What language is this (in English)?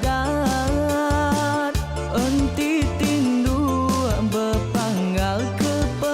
Iban